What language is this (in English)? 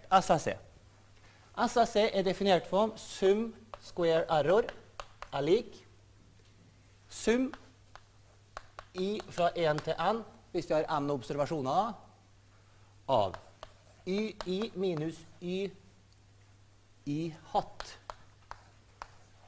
Norwegian